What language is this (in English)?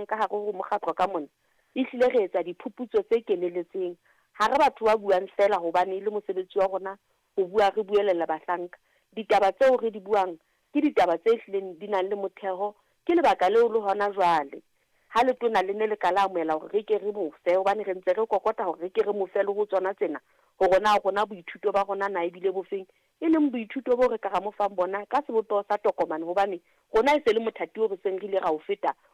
Southern Sotho